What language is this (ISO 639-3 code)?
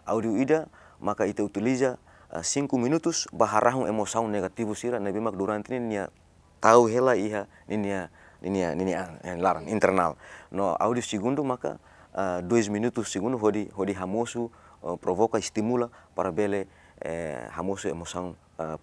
tet